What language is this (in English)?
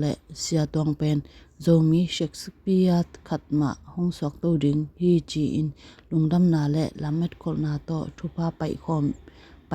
Tedim Chin